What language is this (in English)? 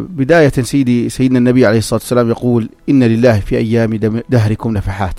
North Levantine Arabic